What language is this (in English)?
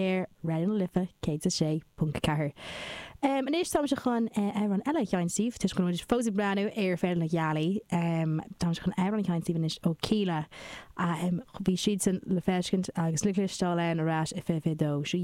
Irish